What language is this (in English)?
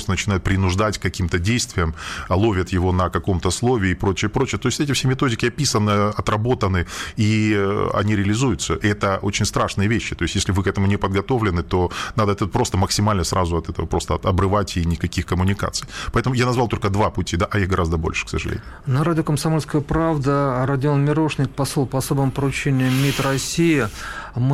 Russian